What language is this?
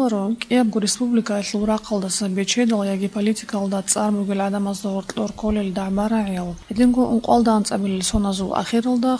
Avaric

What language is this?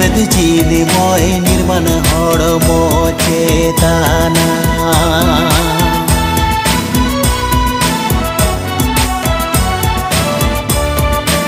Santali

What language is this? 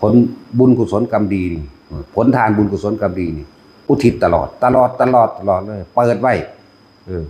Northeastern Thai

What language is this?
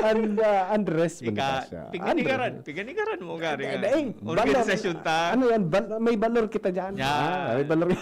Bikol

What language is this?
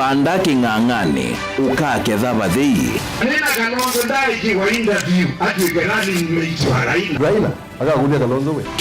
Kamba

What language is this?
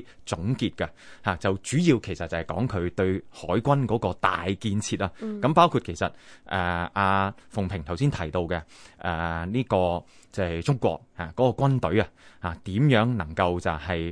Cantonese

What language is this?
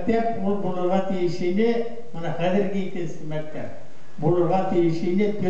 Bashkir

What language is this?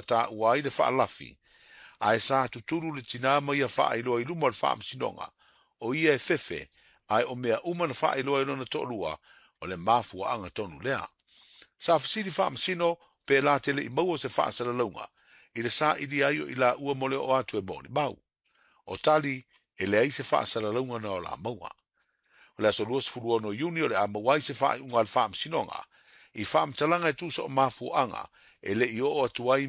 Samoan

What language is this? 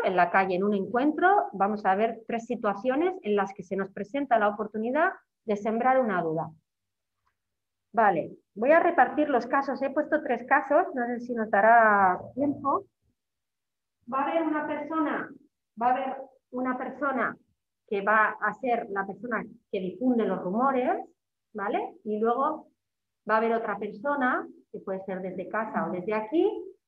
Spanish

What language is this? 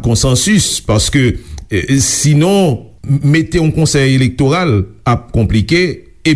Haitian Creole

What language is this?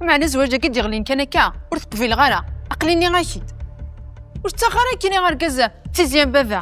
Kabyle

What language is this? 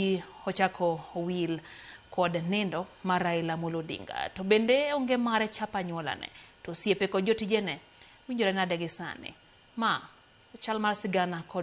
Luo (Kenya and Tanzania)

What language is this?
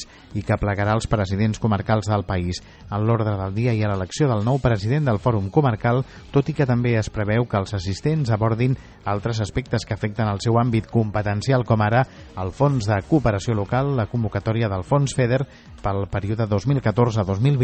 Catalan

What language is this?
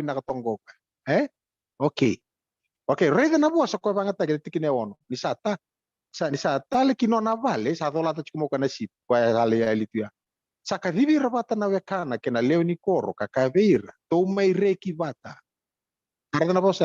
Fijian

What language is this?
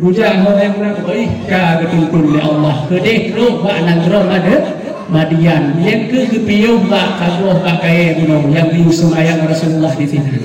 Achinese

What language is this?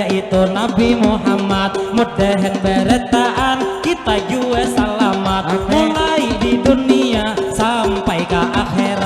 Banjar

